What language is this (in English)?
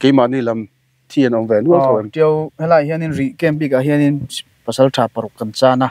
Mizo